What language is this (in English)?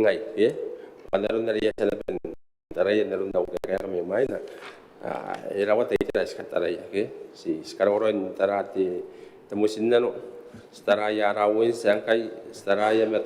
Gilbertese